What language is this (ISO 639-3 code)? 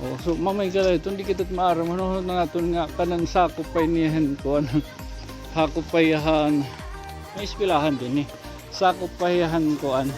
war